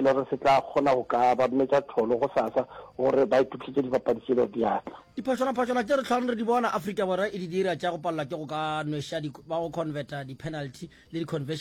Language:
Northern Sotho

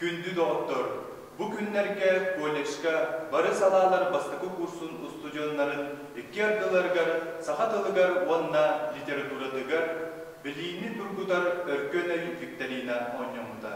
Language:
Yakut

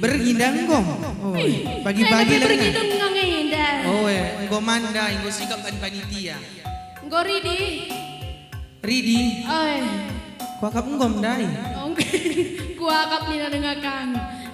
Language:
Batak Karo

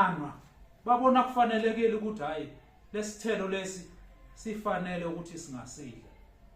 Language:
Zulu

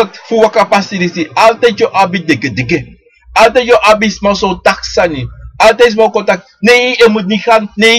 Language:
Sranan Tongo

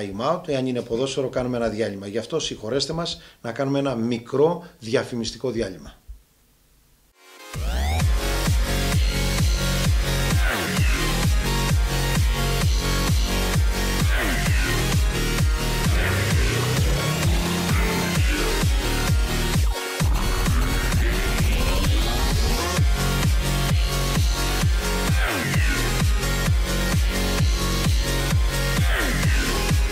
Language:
Greek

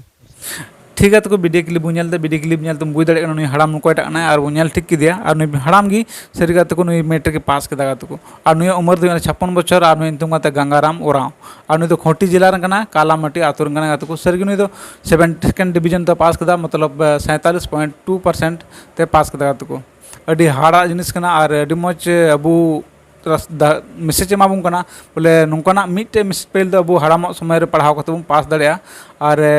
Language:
Santali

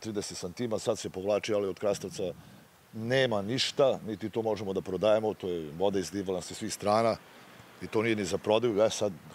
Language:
Serbian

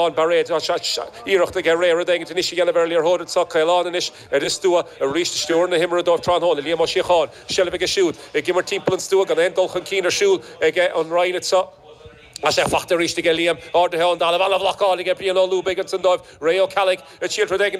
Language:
Irish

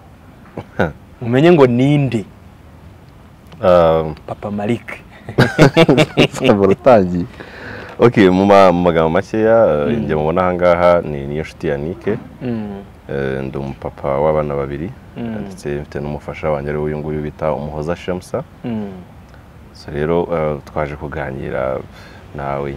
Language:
Kinyarwanda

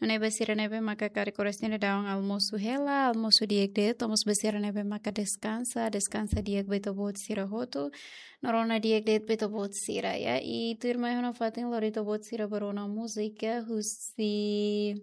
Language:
Tetum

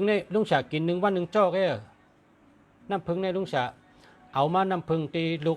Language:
Shan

